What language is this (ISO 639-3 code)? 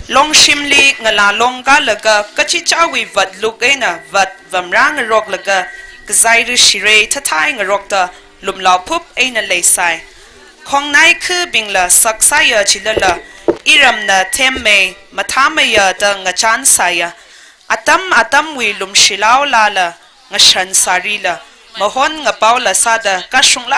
nmf